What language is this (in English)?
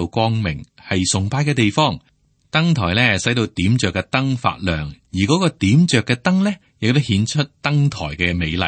Cantonese